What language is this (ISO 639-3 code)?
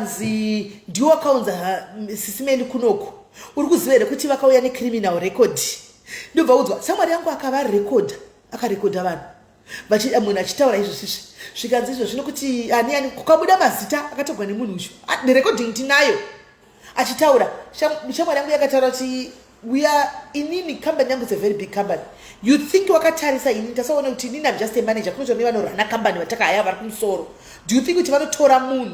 sna